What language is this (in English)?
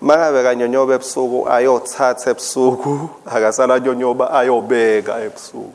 Swati